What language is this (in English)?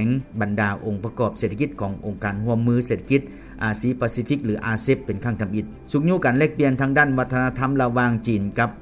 Lao